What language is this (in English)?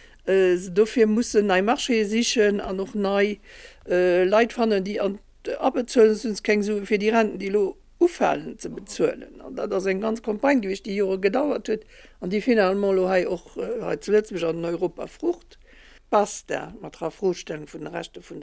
Luxembourgish